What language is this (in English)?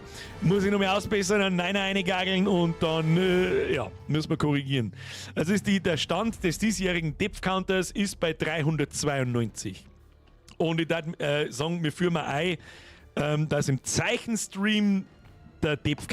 Bavarian